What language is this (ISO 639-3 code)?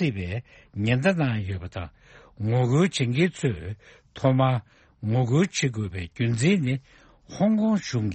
bod